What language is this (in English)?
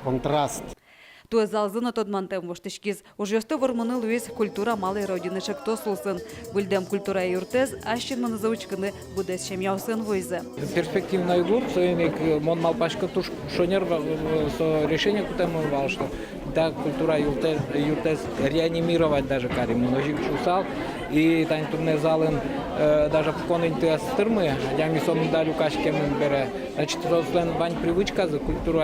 Udmurt